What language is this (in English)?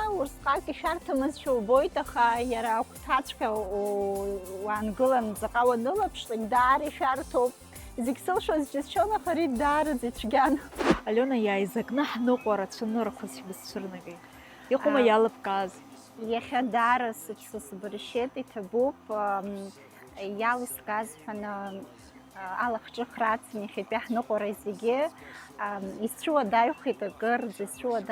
Abkhazian